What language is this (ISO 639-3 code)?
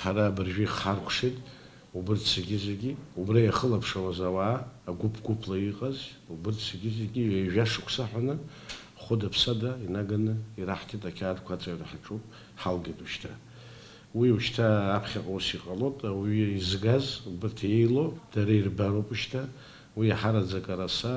abk